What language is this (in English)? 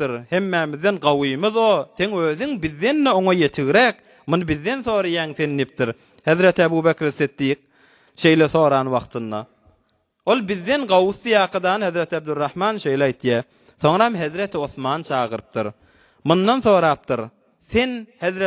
Turkmen